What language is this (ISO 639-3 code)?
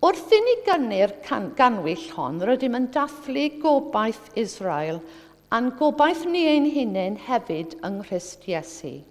cym